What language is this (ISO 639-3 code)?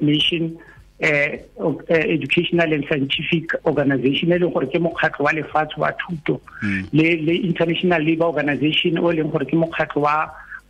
tsn